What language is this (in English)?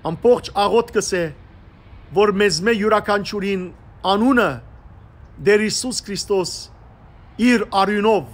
Western Armenian